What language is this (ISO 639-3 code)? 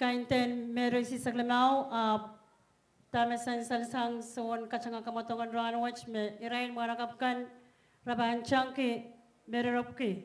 pon